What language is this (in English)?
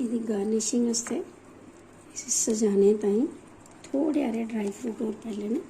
Dogri